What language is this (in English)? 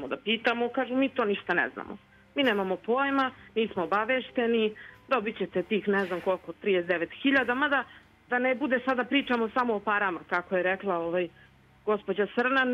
Serbian